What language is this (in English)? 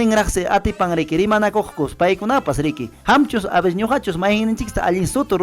Ayacucho Quechua